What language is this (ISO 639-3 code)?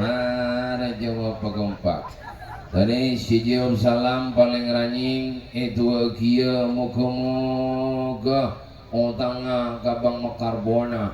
mad